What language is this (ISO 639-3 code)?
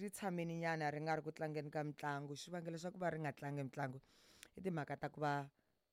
tso